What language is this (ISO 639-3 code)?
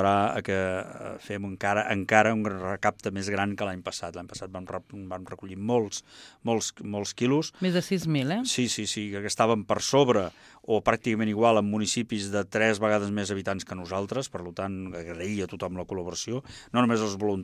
cat